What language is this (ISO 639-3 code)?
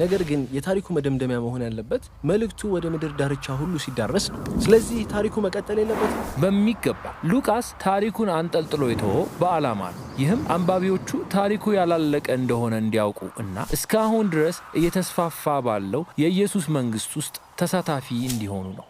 amh